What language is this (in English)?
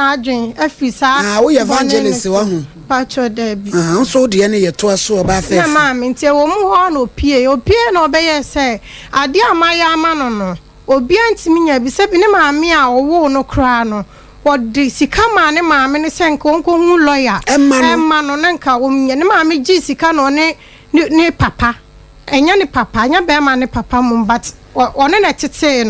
Akan